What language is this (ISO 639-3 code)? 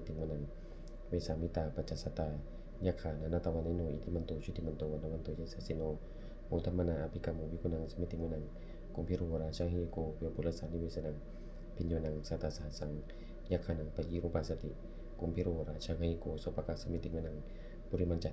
pli